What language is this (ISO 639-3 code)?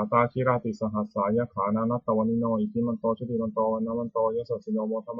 pli